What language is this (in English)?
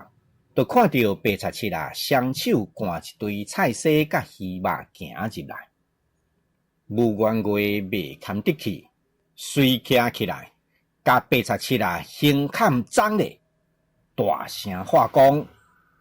Min Nan Chinese